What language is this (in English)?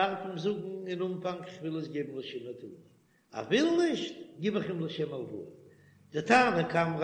Yiddish